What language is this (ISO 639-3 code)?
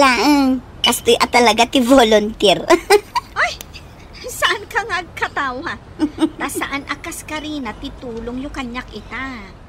ilo